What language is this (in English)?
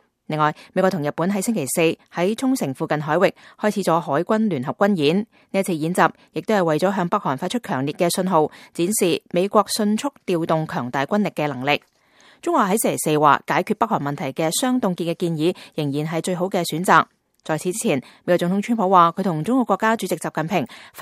Cantonese